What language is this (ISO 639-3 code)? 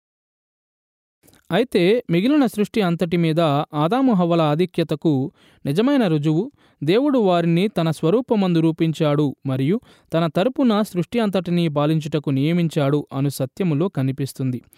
tel